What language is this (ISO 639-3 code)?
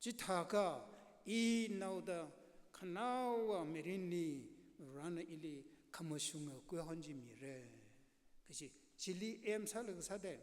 nmf